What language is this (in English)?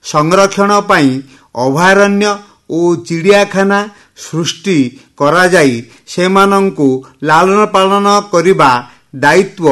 Odia